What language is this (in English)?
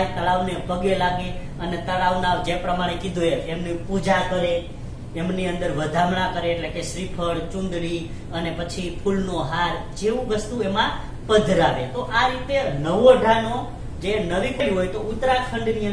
Gujarati